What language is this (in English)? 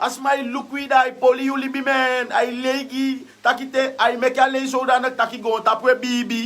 Sranan Tongo